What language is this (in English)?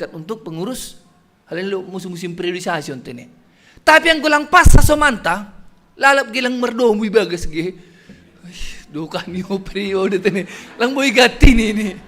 Batak Simalungun